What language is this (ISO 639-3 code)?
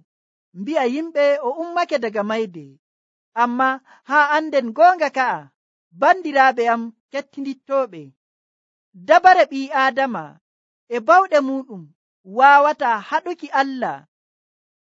fuv